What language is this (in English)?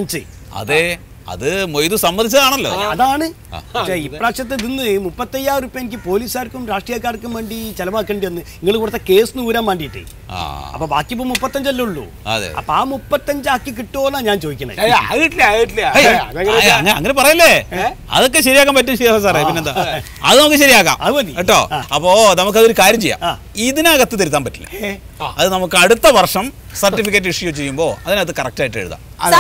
Malayalam